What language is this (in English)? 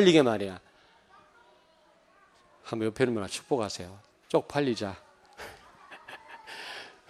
Korean